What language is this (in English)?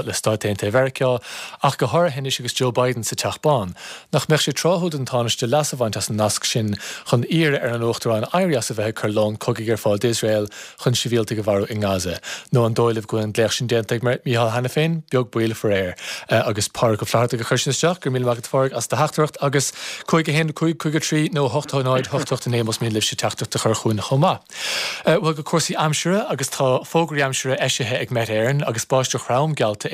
Irish